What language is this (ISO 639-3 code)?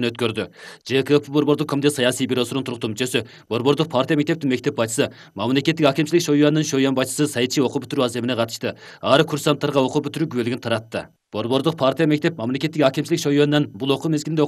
kir